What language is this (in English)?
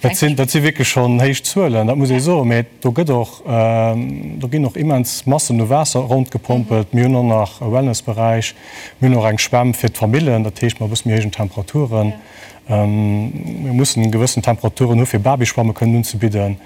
Luxembourgish